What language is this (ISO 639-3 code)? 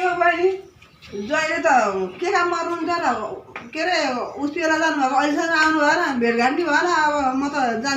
nep